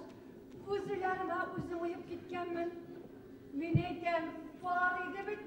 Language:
Bashkir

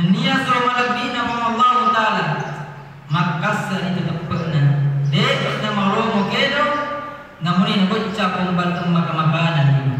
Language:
Buginese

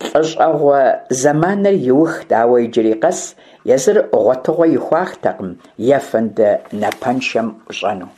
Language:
Kabardian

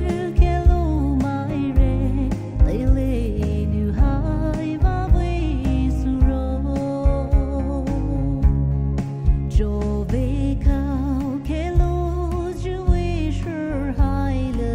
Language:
Poumei Naga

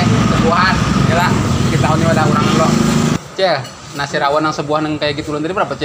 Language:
Banjar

